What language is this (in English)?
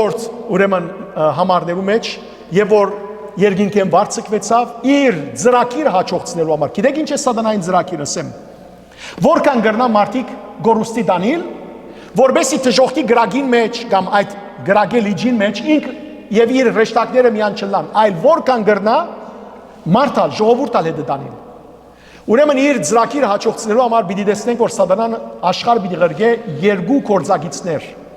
Western Armenian